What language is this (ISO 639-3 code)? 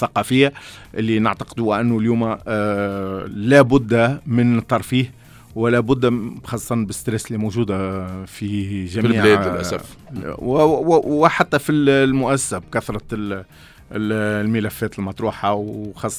aeb